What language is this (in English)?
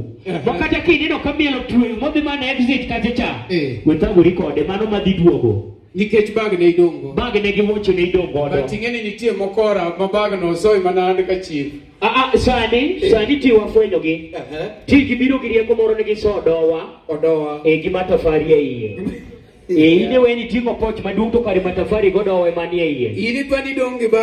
Luo (Kenya and Tanzania)